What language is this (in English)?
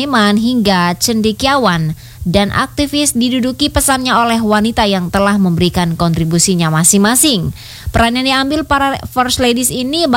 Indonesian